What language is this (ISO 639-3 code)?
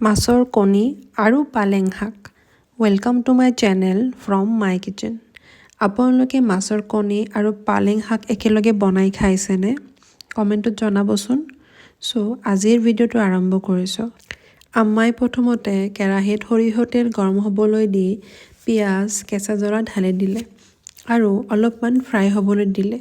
asm